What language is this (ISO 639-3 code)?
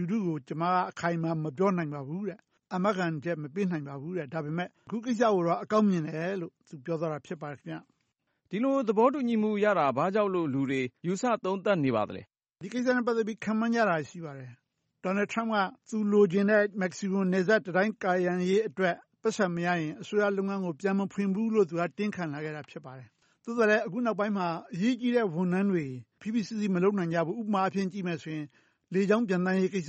mya